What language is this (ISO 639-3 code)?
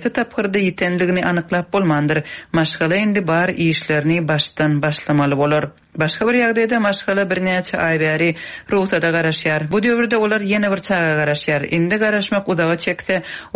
tuk